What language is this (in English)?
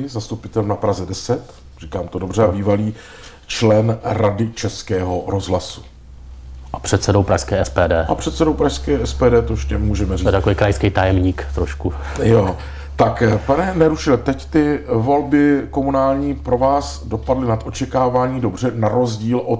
Czech